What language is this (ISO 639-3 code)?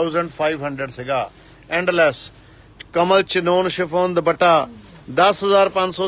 pan